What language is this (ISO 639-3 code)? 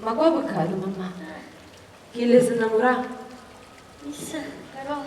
nap